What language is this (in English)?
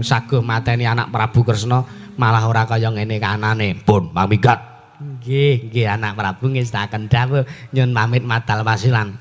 Javanese